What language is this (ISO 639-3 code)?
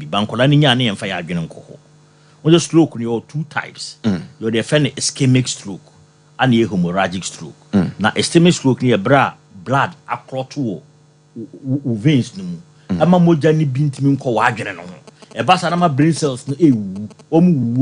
aka